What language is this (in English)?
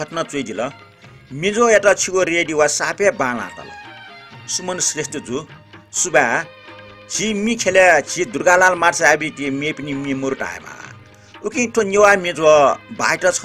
Newari